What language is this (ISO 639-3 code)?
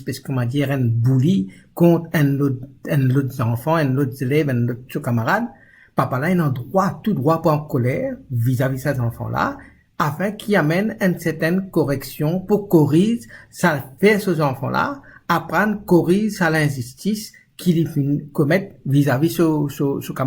mfe